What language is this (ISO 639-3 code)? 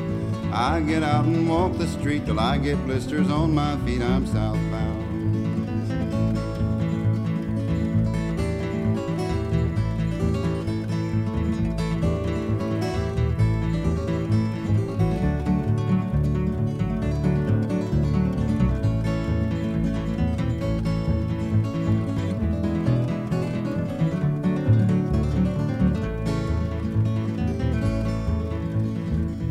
eng